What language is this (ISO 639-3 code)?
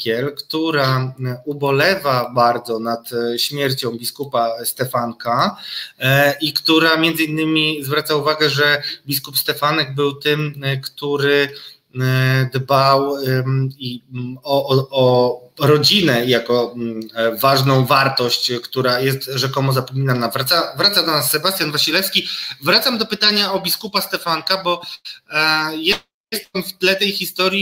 pol